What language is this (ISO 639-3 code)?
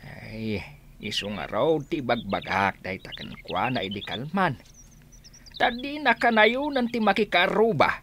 ilo